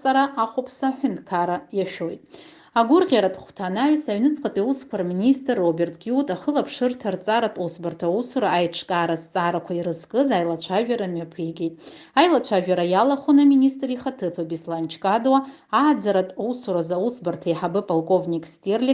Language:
Abkhazian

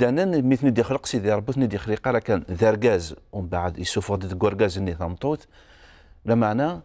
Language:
Kabyle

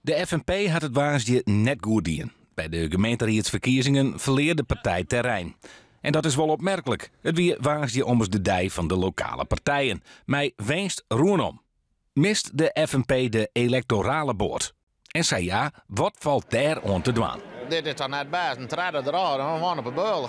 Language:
Western Frisian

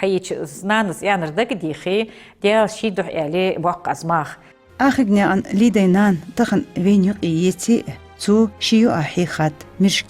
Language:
Ingush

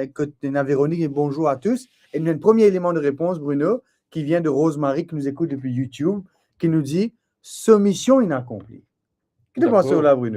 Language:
Morisyen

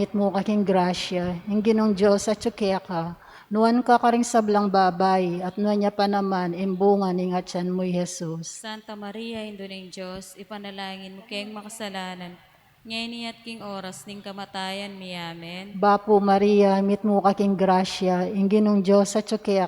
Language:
Pampanga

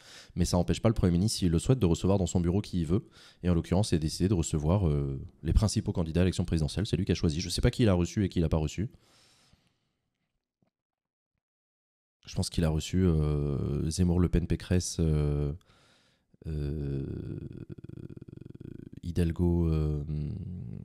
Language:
French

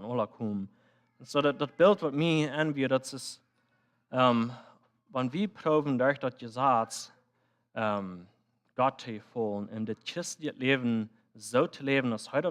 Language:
Plautdietsch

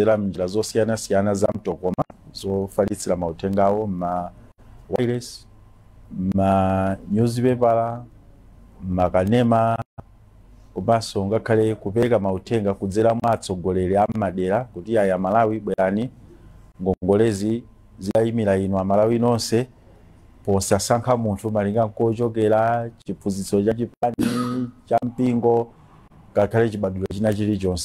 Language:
Nyanja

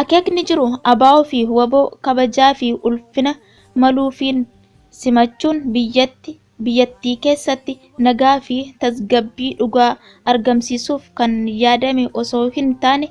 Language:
Oromo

